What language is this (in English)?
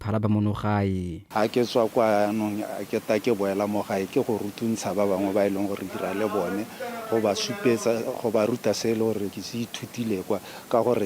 Tswana